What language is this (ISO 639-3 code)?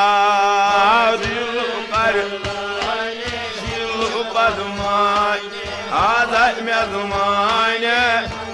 kas